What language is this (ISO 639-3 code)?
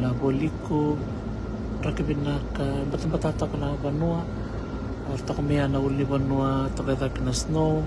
fij